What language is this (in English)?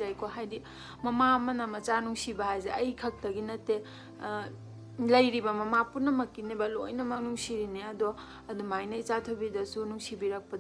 Manipuri